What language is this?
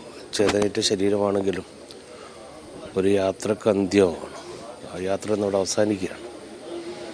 Malayalam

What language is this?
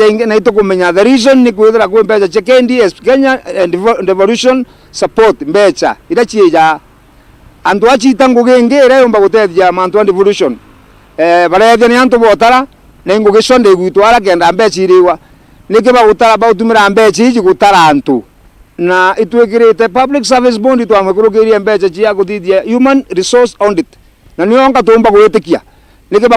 Meru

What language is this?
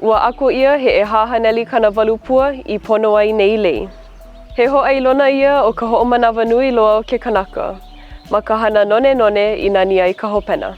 Hawaiian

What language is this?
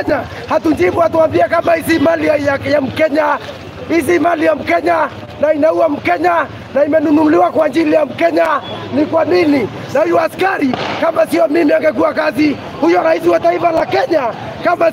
Swahili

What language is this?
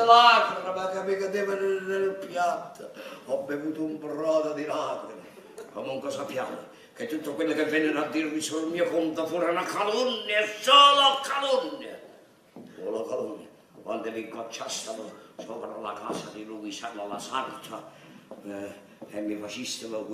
Neapolitan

